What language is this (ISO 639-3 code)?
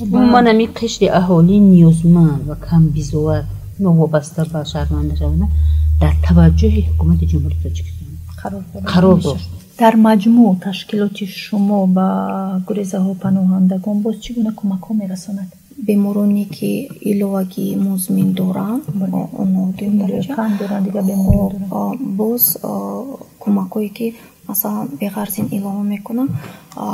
tgk